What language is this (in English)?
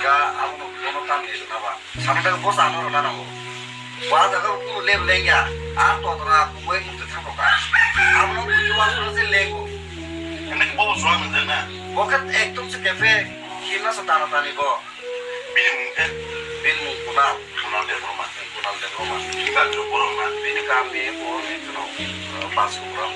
Kok Borok